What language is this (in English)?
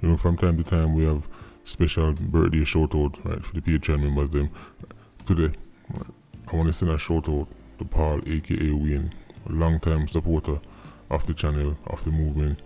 Jamaican Creole English